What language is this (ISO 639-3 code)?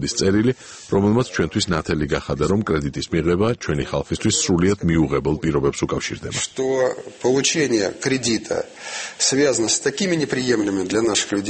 kat